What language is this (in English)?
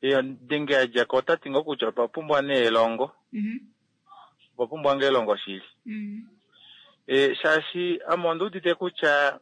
Kuanyama